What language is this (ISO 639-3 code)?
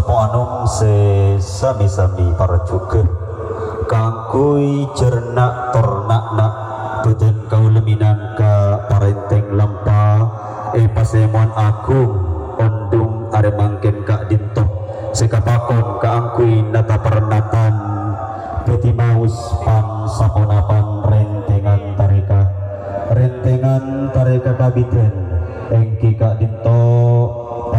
mad